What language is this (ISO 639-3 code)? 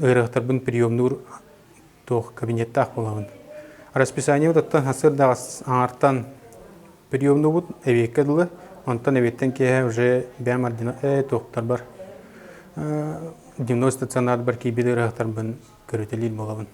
sah